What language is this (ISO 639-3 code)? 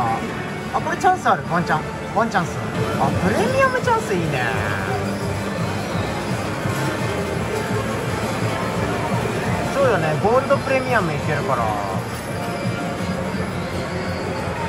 jpn